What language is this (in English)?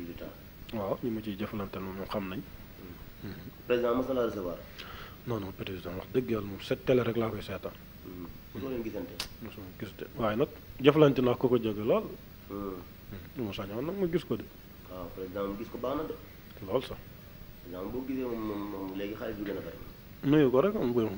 Wolof